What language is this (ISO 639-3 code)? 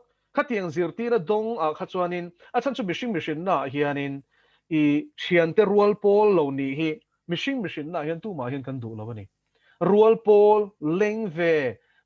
lus